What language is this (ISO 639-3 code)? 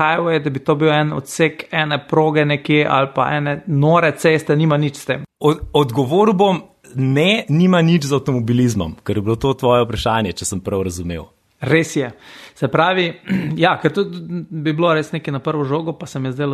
slv